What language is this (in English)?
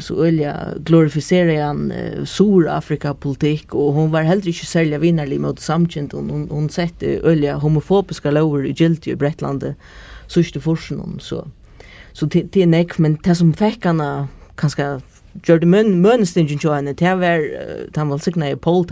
Faroese